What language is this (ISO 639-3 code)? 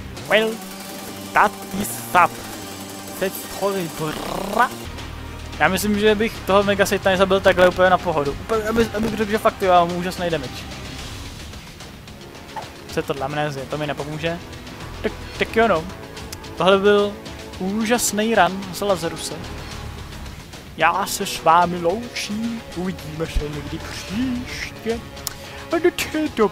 ces